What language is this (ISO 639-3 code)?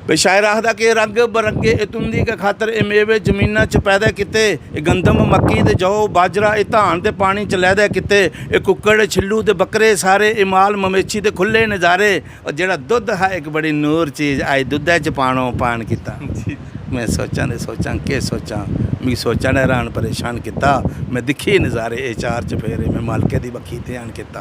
doi